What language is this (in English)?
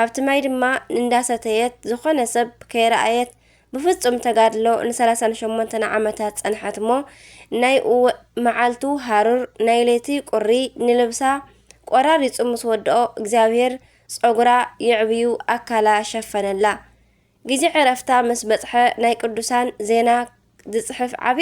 Tigrinya